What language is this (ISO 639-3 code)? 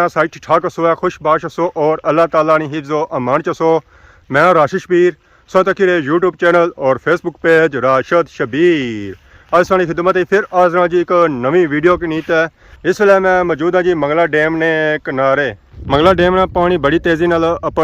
phr